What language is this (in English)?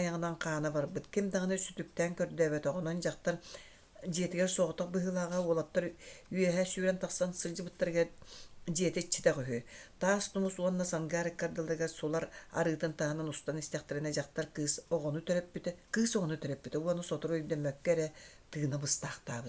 Yakut